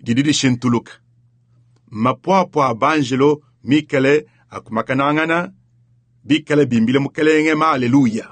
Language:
Luba-Lulua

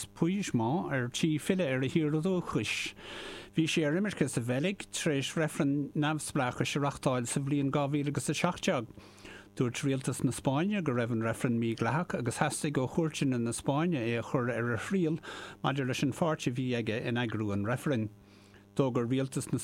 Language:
Irish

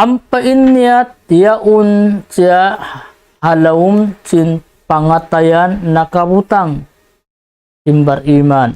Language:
Tausug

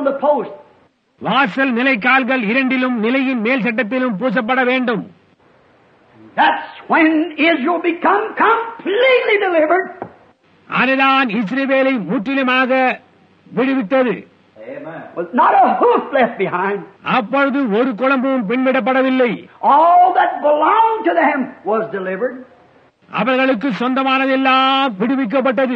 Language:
Tamil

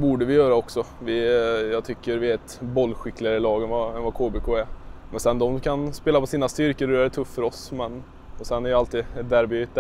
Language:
Swedish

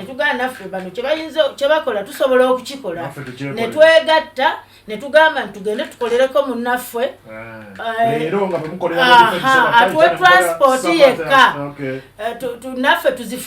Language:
Ganda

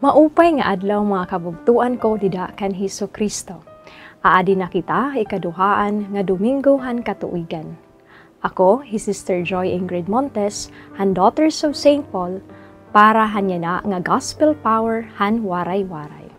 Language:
Waray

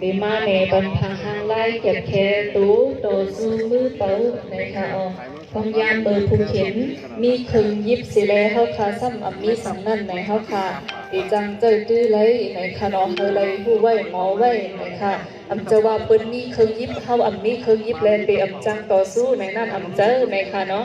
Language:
Shan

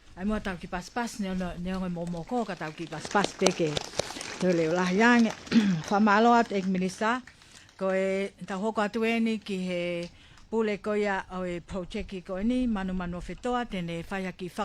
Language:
Tongan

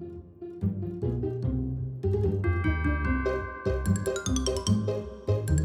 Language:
Danish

